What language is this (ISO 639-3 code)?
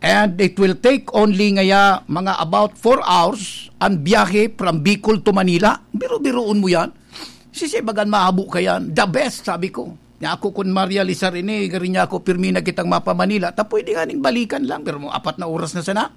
bik